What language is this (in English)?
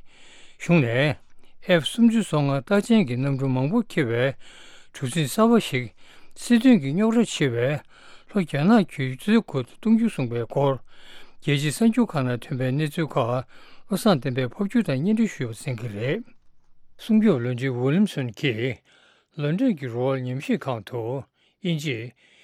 Tibetan